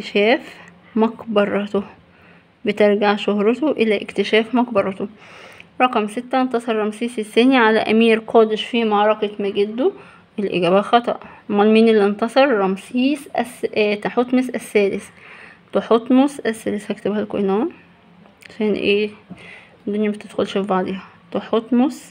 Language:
Egyptian Arabic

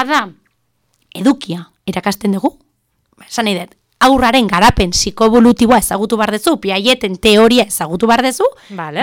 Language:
Basque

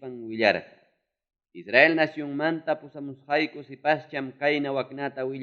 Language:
Ayacucho Quechua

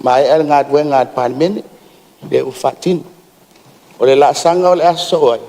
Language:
Samoan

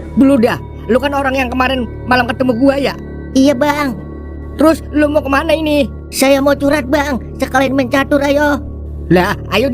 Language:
Betawi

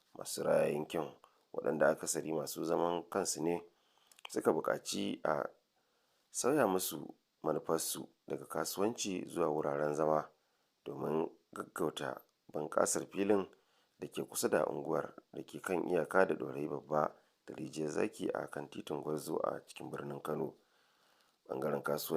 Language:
Hausa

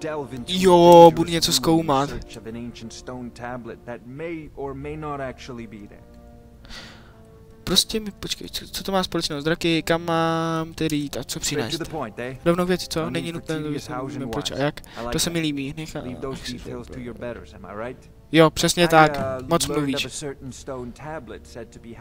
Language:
Czech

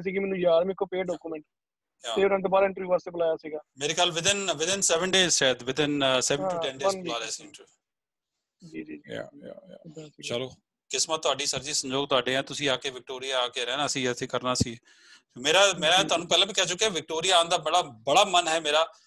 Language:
Punjabi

